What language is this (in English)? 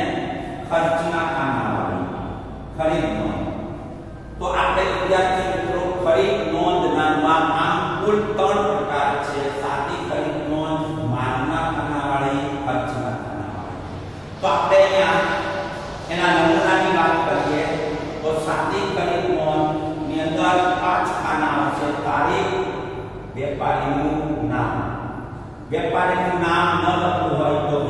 Gujarati